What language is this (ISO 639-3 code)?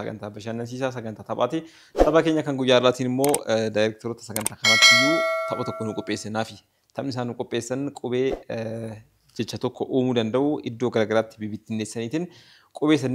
orm